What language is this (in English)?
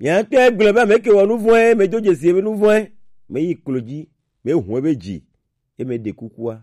Gen